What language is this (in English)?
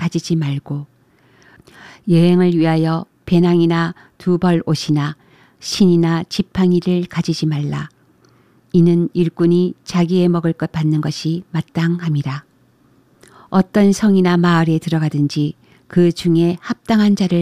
Korean